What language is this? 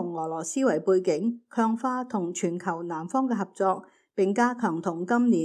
Cantonese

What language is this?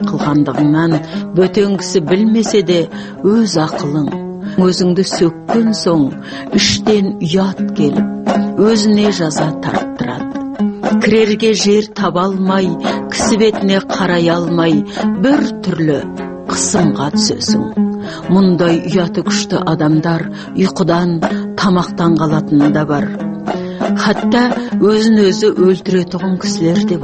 Kazakh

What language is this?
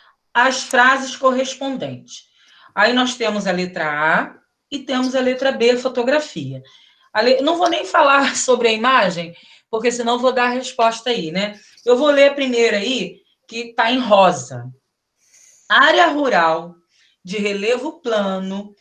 Portuguese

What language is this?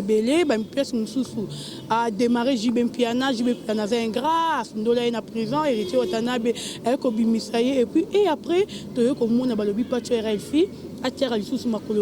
Lingala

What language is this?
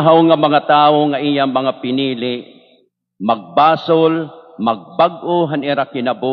Waray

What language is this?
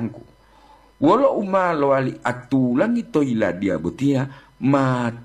Gorontalo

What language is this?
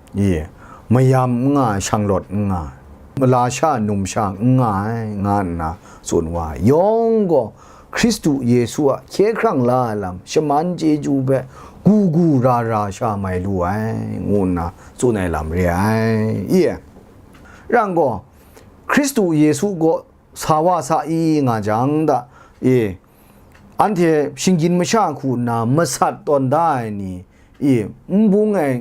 Kachin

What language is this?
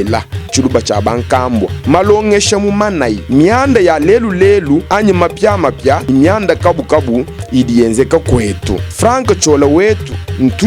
Luba-Lulua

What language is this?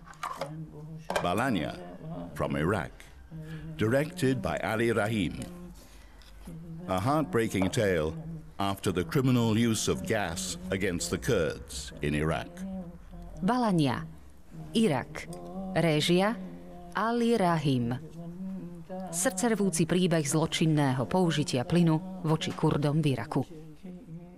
Slovak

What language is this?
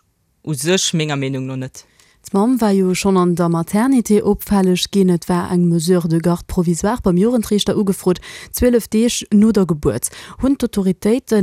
Luxembourgish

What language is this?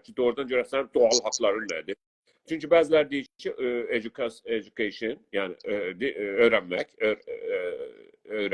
South Azerbaijani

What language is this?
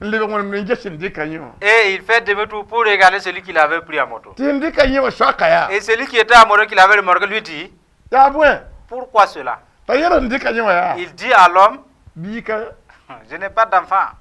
Mossi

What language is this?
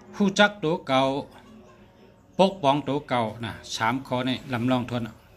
Shan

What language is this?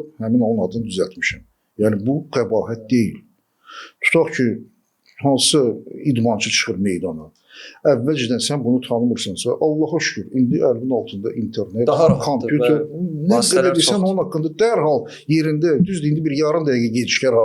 Azerbaijani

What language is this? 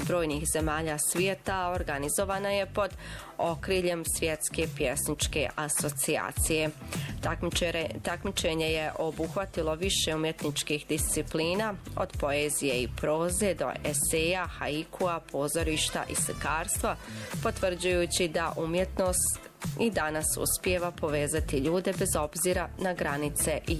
Bosnian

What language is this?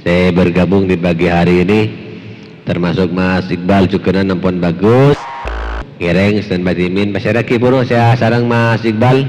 Madurese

